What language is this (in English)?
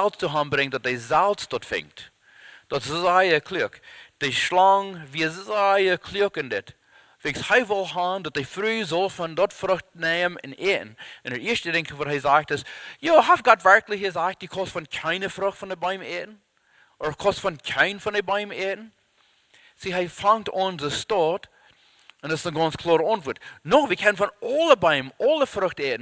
Plautdietsch